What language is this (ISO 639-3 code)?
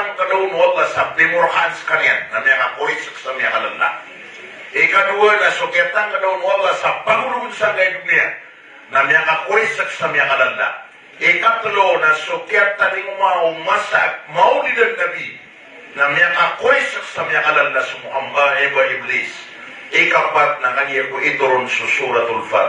mrw